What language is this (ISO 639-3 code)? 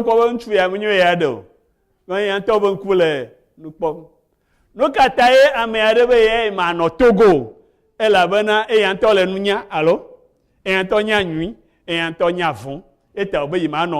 ewe